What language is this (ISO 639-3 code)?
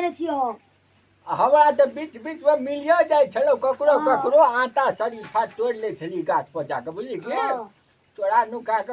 mai